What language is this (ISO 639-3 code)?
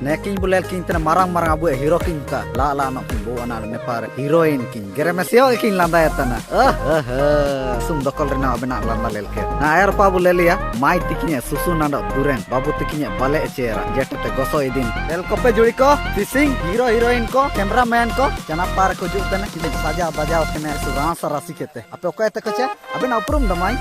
sat